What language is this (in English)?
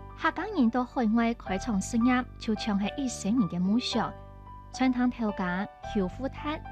Hakka Chinese